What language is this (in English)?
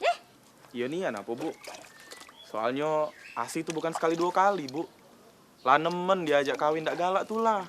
Musi